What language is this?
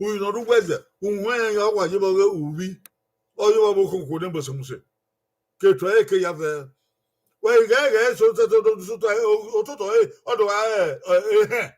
Bini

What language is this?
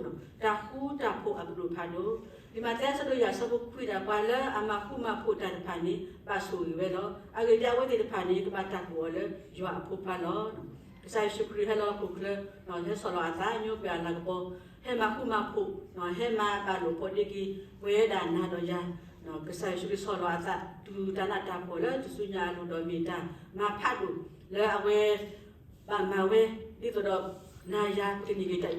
S'gaw Karen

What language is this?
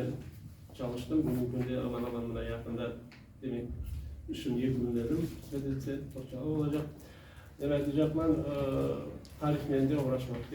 Crimean Tatar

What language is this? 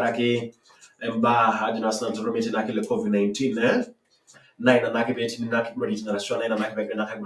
Masai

